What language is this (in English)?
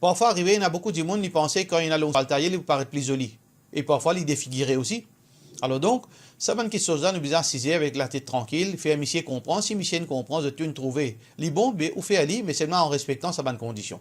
Morisyen